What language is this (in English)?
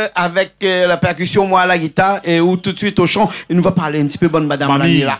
Réunion Creole French